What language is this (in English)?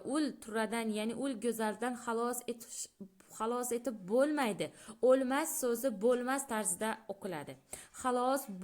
Uzbek